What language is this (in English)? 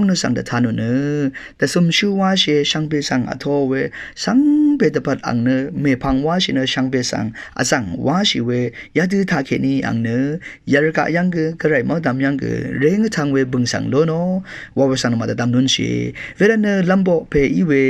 Rawang